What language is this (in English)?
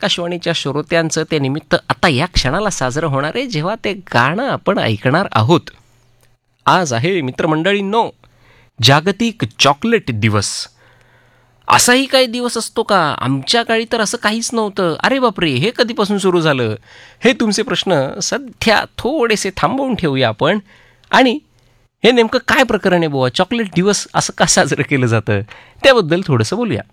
Marathi